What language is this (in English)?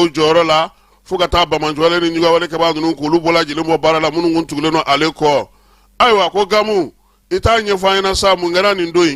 Bambara